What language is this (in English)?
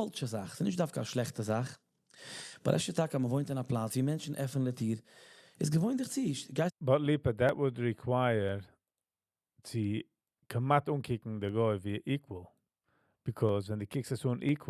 Yiddish